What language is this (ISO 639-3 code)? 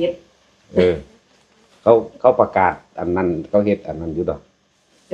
tts